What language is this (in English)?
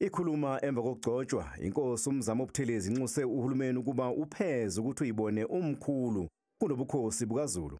Zulu